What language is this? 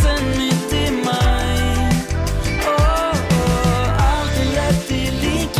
Norwegian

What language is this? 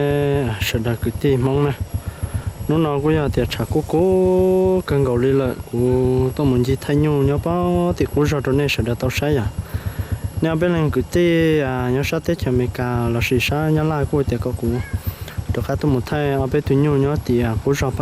Hmong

